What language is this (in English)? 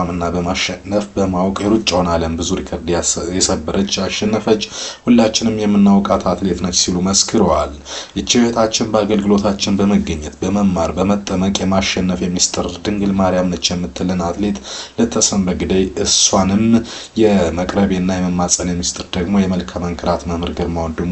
Amharic